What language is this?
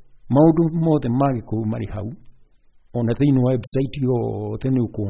Kikuyu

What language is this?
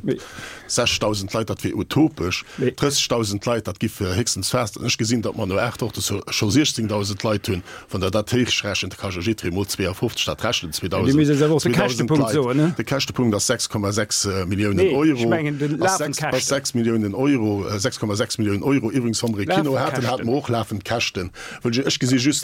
Luxembourgish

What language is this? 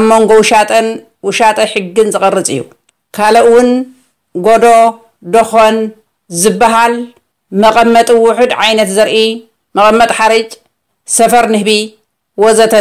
Tigrinya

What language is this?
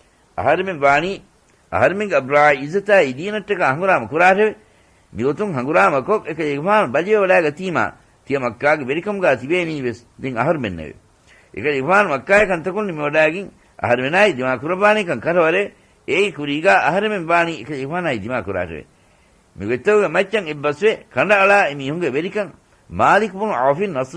Divehi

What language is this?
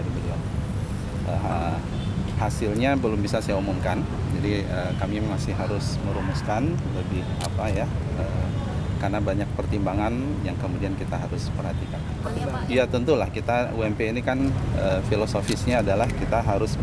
Indonesian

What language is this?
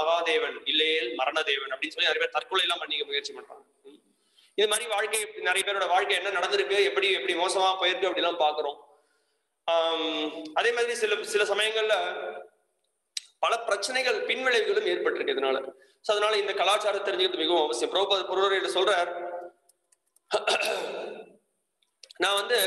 Tamil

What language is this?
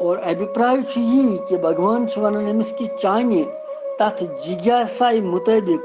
Kashmiri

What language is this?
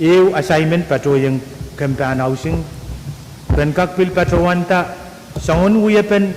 Pohnpeian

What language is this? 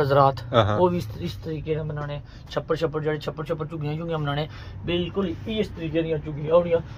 Pahari-Potwari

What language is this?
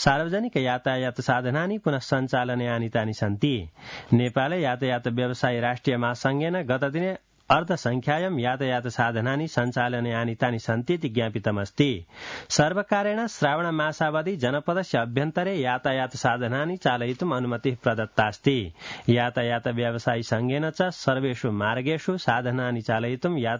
Sanskrit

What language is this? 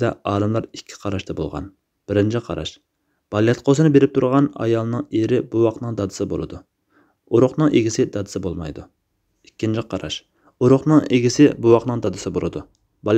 Uyghur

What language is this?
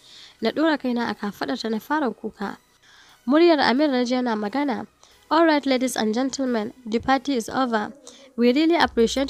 Hausa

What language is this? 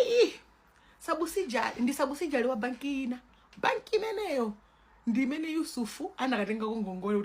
Nyanja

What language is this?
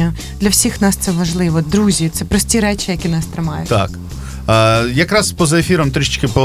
Ukrainian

